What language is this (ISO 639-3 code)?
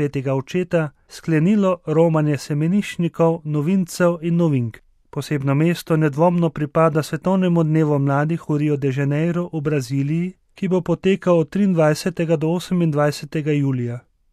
slv